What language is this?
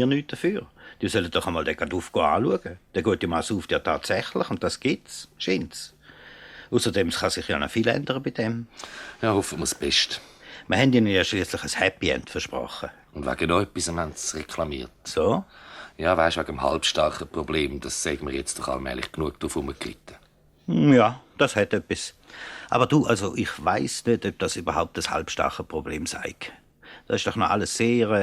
Swiss German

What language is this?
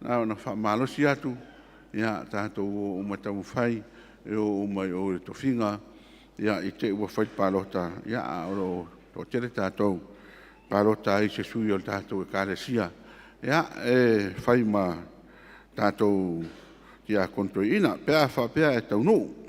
Samoan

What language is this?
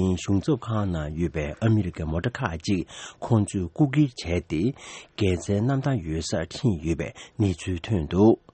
Tibetan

